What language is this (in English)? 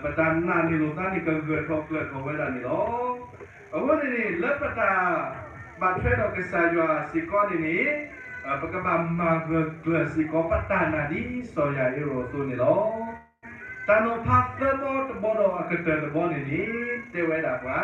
S'gaw Karen